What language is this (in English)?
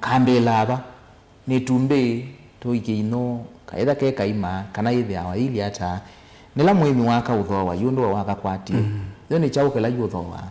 Kamba